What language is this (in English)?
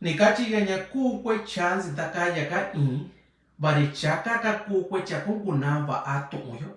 Mixtepec Mixtec